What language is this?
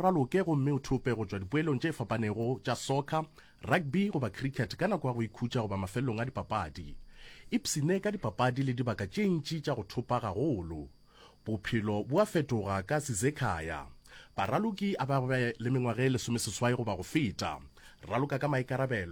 Northern Sotho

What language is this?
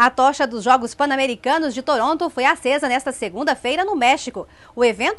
Portuguese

